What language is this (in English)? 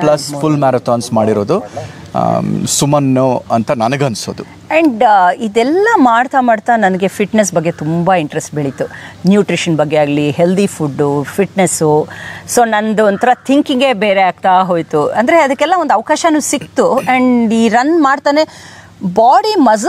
Kannada